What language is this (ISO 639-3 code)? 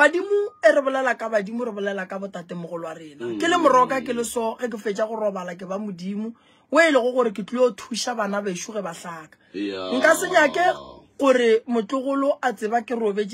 nso